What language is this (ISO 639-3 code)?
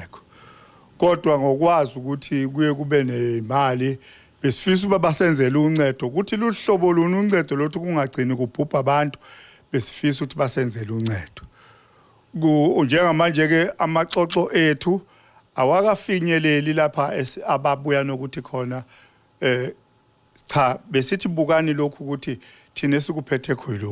zul